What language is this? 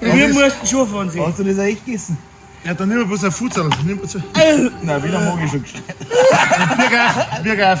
Bavarian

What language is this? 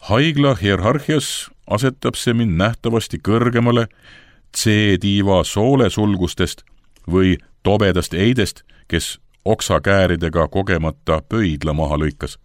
Estonian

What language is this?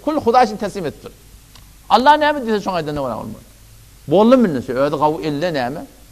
Turkmen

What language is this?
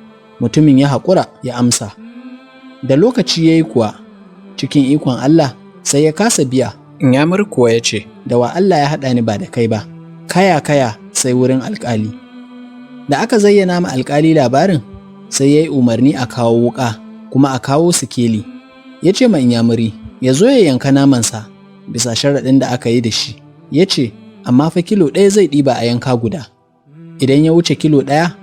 Hausa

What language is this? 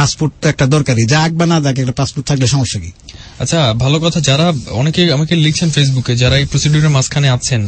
Bangla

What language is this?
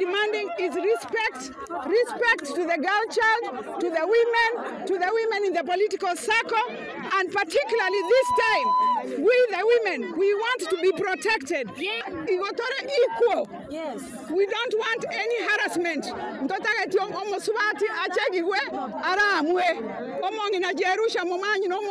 Gusii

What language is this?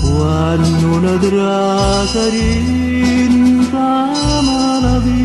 Neapolitan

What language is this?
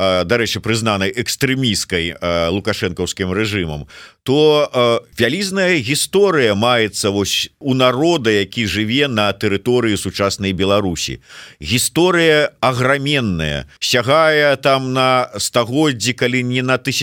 Belarusian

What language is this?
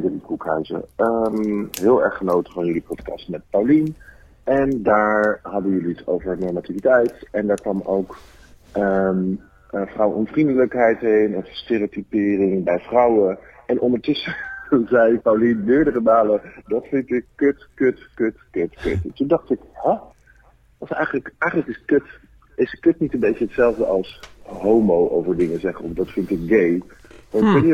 Dutch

